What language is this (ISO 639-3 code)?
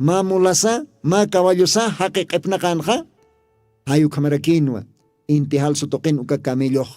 aym